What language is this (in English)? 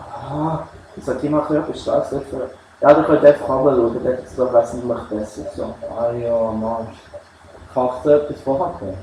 Swiss German